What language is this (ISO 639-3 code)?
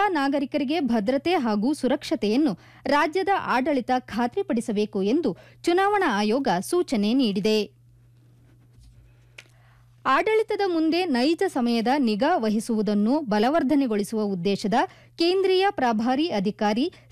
kan